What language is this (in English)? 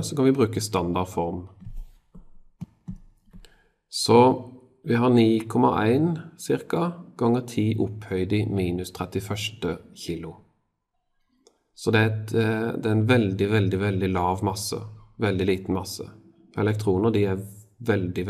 Norwegian